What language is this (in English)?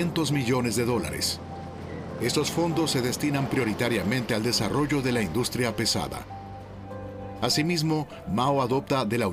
Spanish